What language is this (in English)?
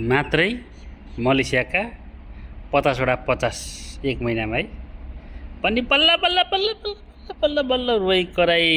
Nepali